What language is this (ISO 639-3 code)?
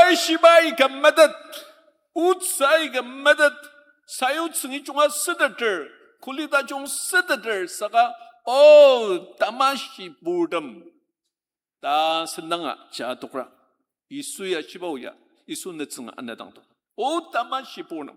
njo